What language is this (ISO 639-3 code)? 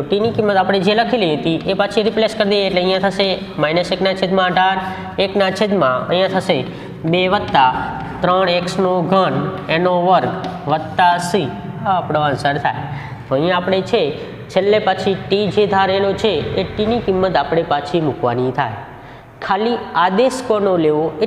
guj